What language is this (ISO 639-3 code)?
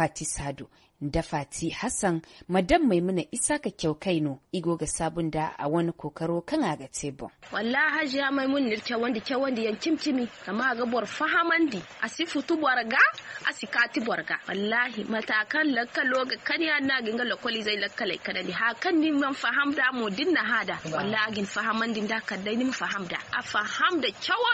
dje